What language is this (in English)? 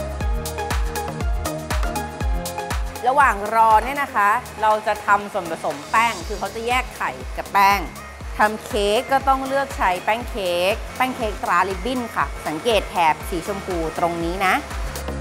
Thai